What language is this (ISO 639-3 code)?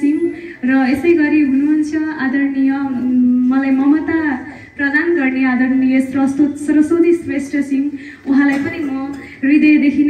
nep